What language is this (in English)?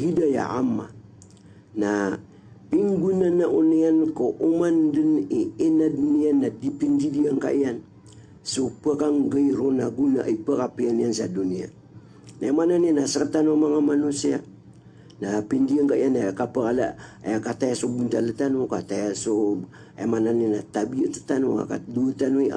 Maranao